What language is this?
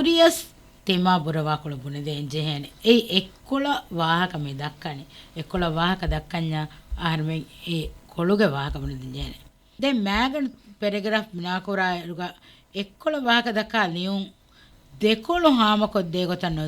Divehi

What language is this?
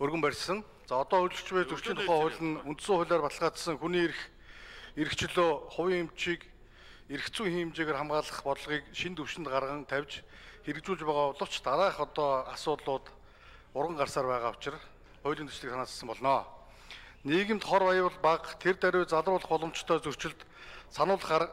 Mongolian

